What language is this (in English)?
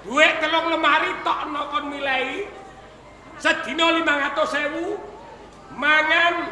Javanese